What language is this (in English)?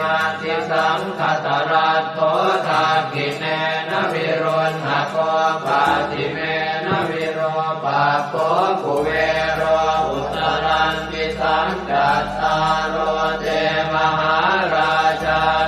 Pali